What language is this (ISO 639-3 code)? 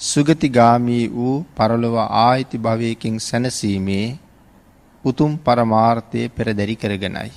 sin